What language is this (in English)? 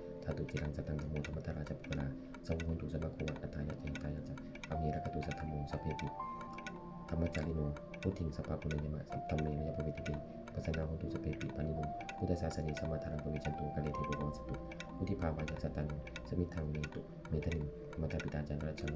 Pali